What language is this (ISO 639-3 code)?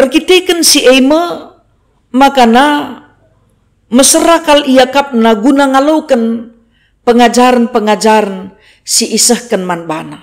btx